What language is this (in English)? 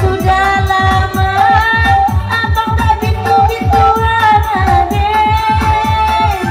Minangkabau